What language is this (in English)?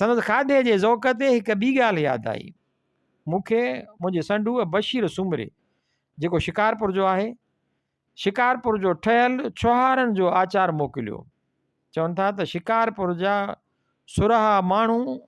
Sindhi